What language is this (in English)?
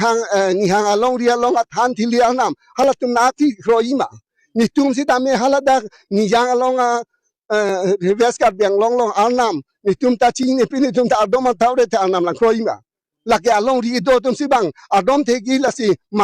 Karbi